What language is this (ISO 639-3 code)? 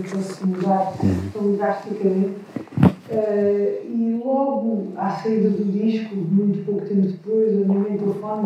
por